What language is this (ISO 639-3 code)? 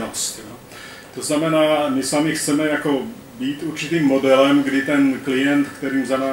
ces